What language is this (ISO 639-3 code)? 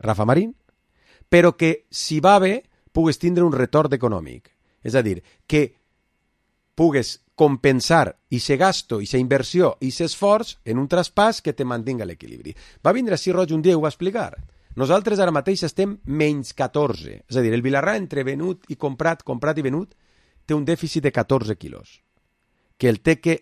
cat